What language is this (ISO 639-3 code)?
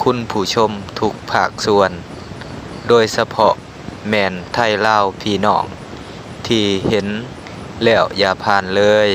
lao